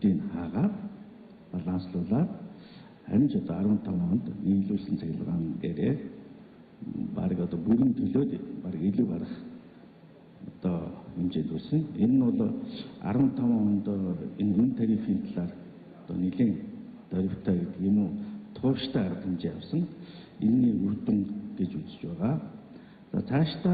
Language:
Mongolian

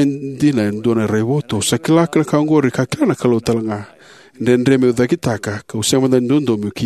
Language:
Fijian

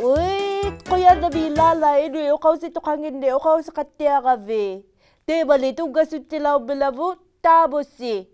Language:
Inuktitut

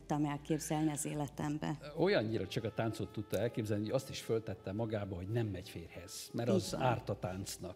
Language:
Hungarian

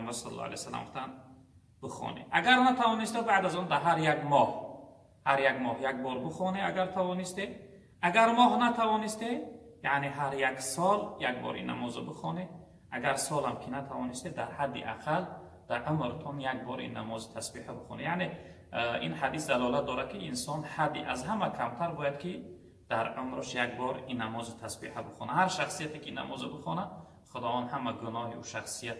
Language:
Tajik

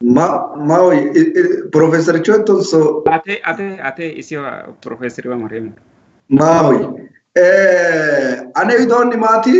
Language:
Sidamo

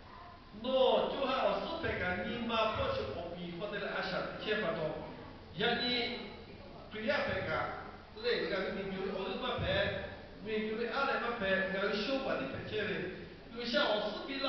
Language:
Lahu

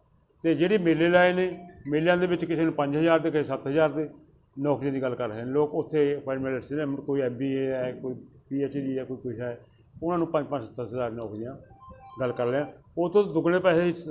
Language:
Punjabi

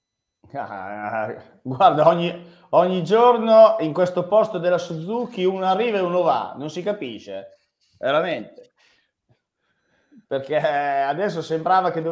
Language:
Italian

